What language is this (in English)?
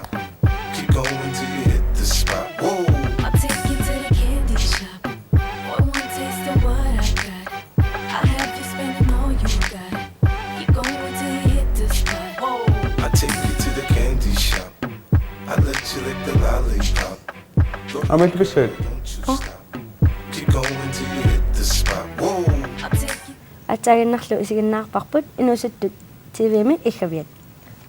Kalaallisut